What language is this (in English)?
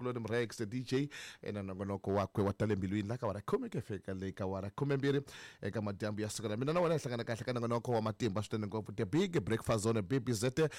Tsonga